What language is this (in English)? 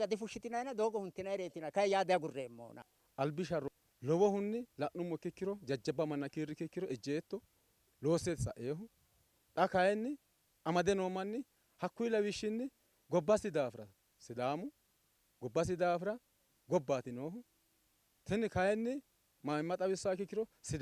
Sidamo